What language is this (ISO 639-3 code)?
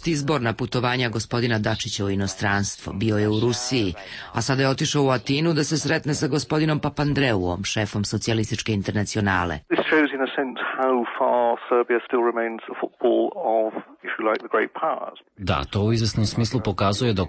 srp